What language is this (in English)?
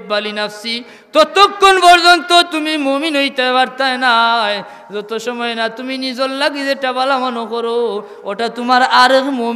Sylheti